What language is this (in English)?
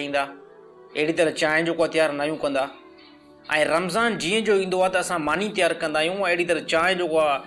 Sindhi